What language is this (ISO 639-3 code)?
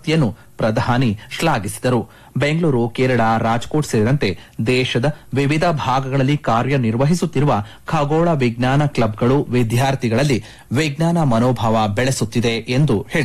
kan